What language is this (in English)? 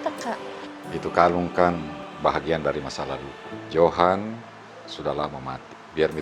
Makassar Malay